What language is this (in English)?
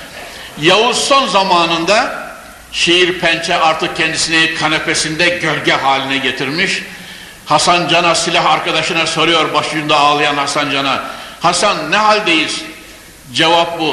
Turkish